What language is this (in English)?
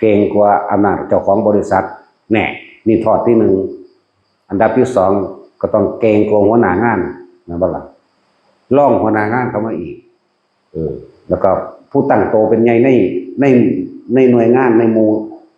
Northeastern Thai